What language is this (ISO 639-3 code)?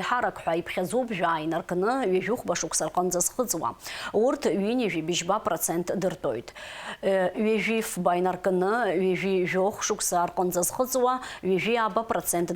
abk